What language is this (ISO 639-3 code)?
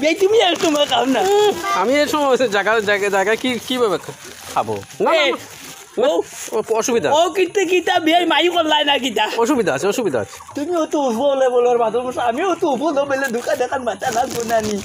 syl